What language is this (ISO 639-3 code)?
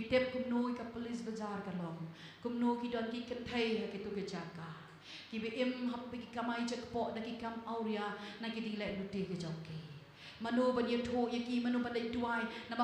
kha